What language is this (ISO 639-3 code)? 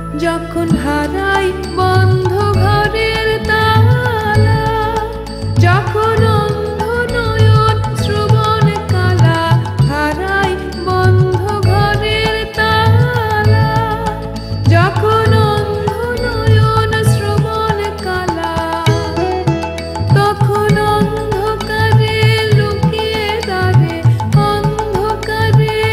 ben